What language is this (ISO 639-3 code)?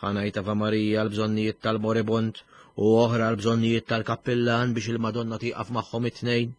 mlt